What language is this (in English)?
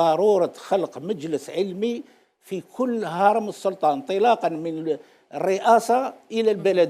Algerian Arabic